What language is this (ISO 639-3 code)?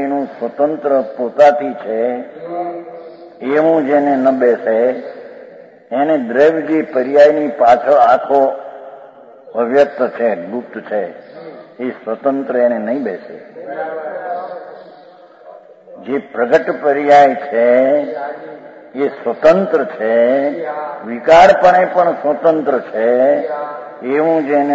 guj